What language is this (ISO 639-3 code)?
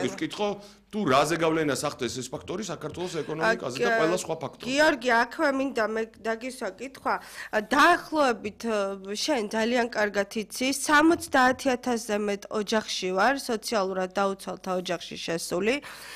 kat